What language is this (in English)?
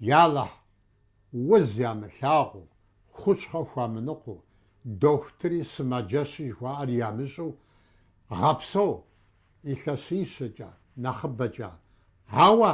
Kabardian